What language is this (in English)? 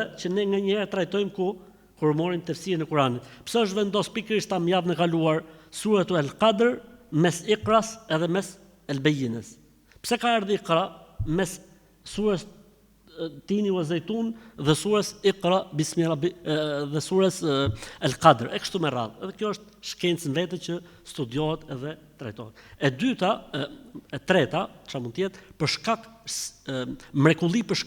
Albanian